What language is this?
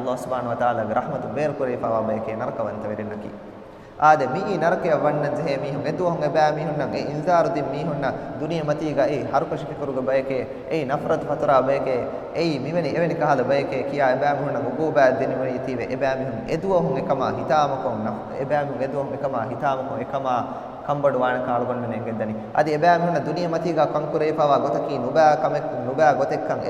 Divehi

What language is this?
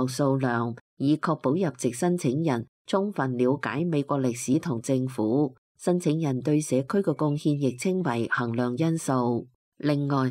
Cantonese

